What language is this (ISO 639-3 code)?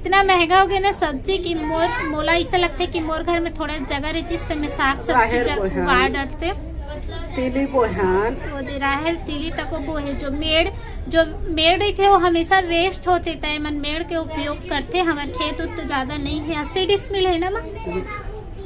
hne